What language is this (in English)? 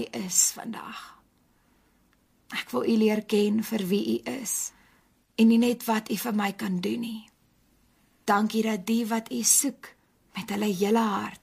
Afrikaans